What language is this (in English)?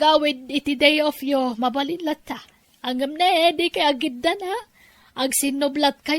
Iloko